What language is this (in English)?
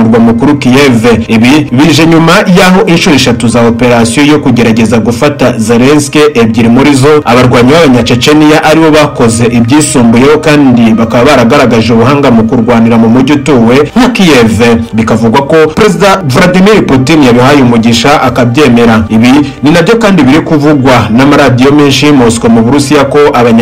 Kinyarwanda